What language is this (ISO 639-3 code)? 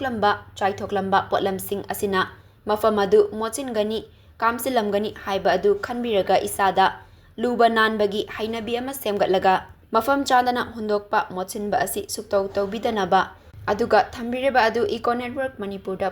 mni